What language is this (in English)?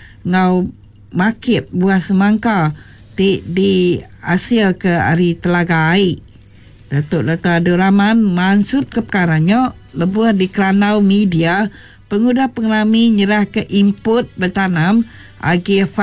Iban